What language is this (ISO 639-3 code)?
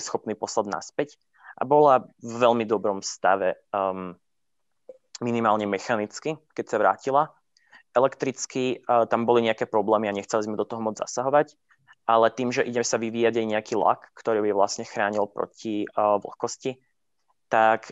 slk